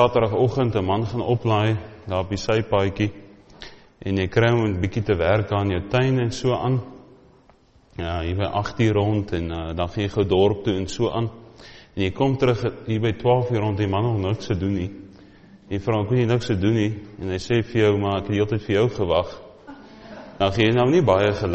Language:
Afrikaans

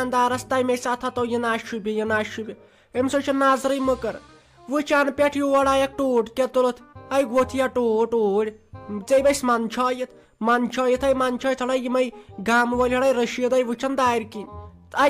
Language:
Kashmiri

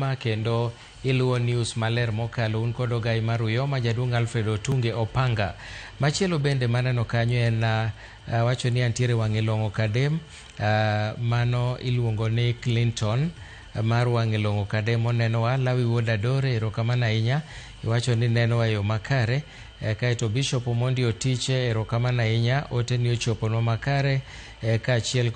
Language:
Luo (Kenya and Tanzania)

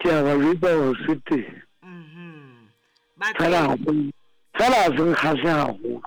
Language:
Southern Sotho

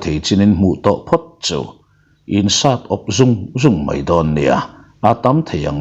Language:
Mizo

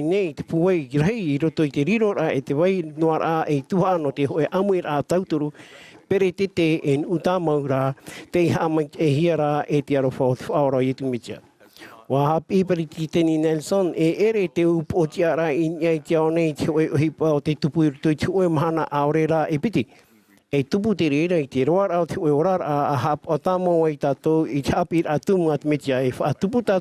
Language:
Tahitian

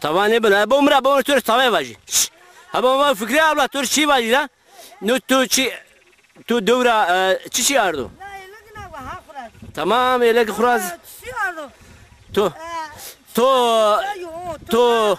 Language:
Zaza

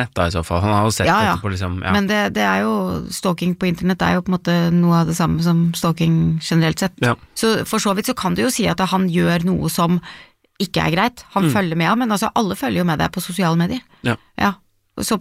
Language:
Norwegian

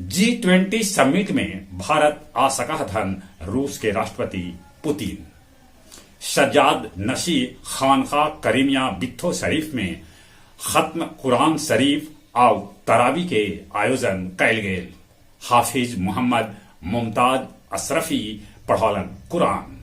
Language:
Magahi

